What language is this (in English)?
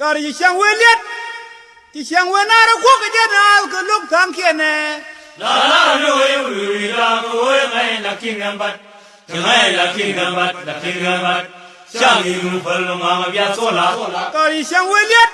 Nuer